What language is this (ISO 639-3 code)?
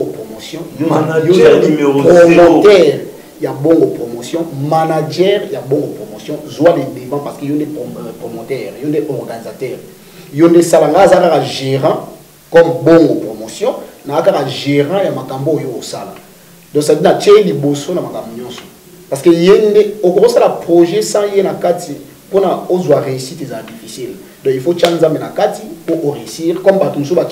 lin